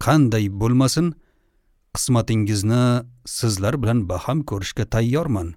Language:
Uzbek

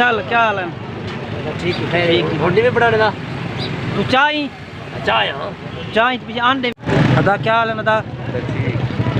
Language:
Saraiki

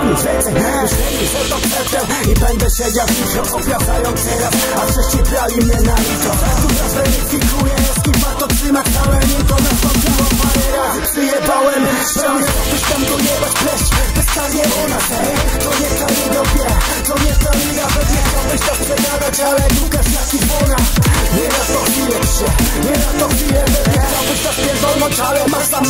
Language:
Polish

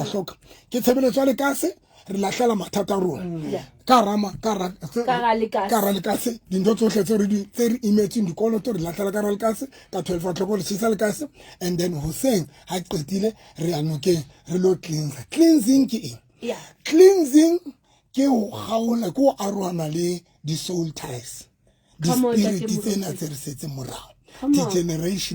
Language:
Southern Sotho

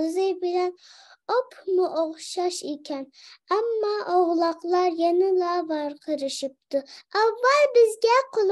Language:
Uyghur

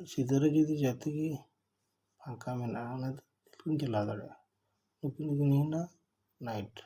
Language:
Santali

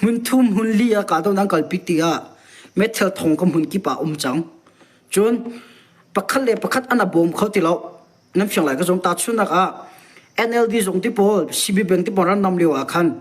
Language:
Hakha Chin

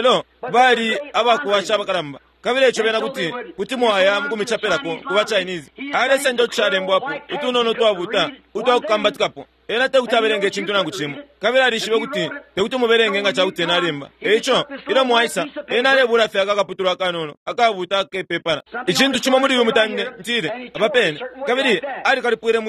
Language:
Bemba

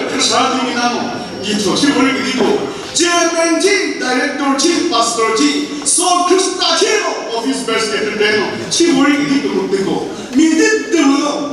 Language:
Chokri Naga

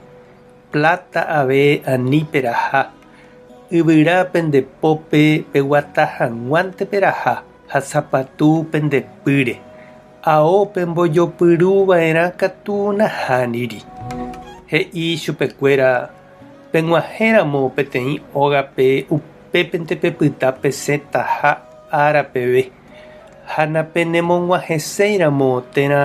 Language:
Guarani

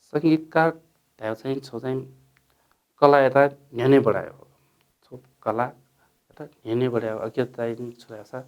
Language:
Newari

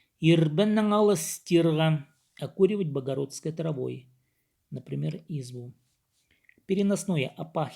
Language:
Khakas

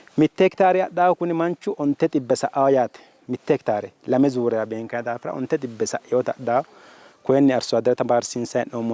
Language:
Sidamo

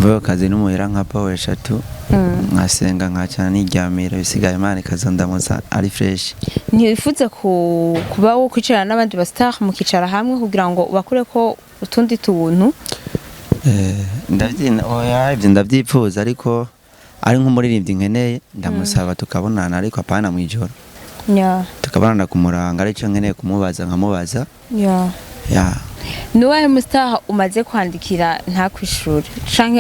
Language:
Rundi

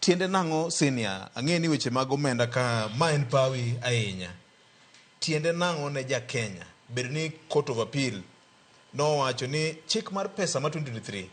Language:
Luo (Kenya and Tanzania)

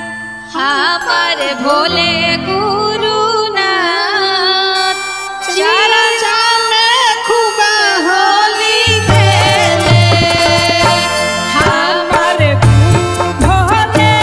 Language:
Bhojpuri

